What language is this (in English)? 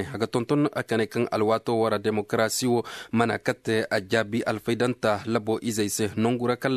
Koyraboro Senni